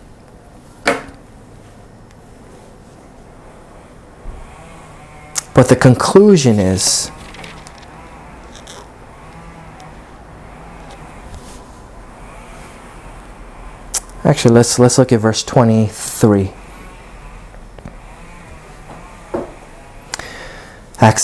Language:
English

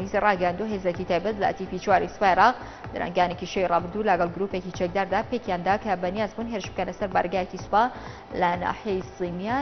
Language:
Central Kurdish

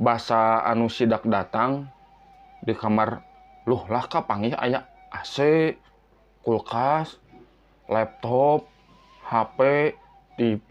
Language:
Sundanese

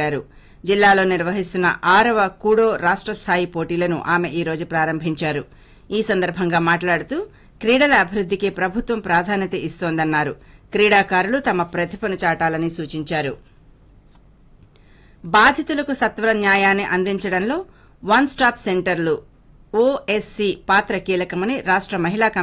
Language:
Telugu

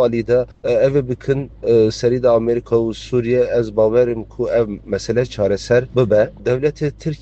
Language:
Kurdish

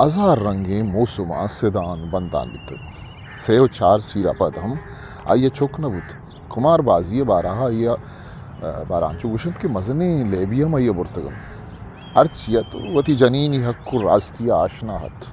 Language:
Eastern Balochi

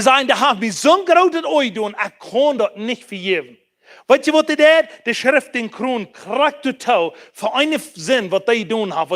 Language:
Plautdietsch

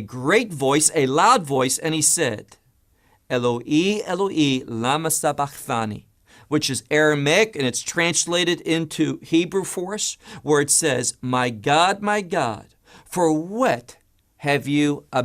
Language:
English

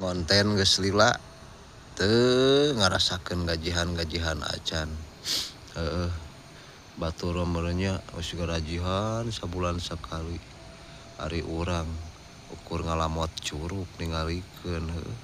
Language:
Sundanese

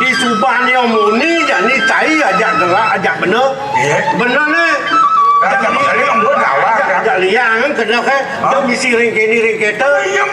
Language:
Balinese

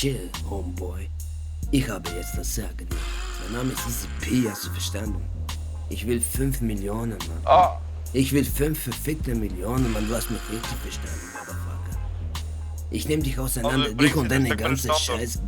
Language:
Swiss German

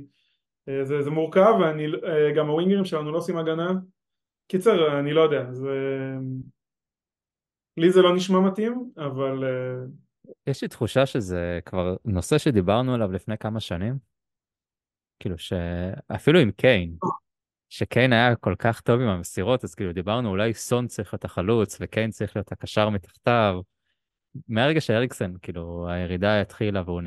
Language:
Hebrew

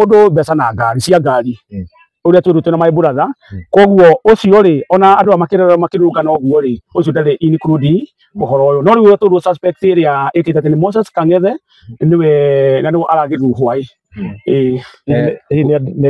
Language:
Kikuyu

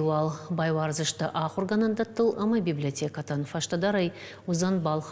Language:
Ossetic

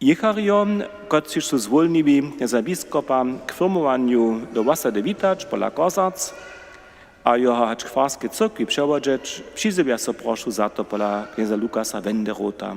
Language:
Upper Sorbian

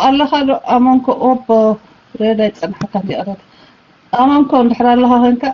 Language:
Tigrinya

